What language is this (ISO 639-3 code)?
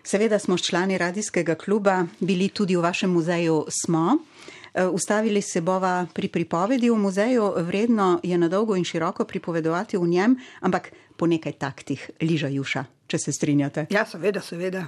slv